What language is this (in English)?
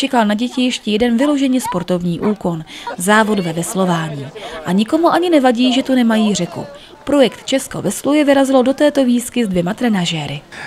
Czech